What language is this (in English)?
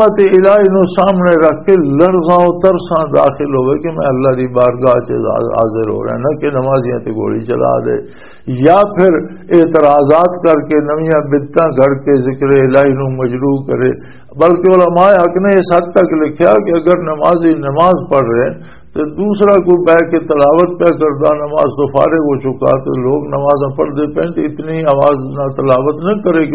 Western Panjabi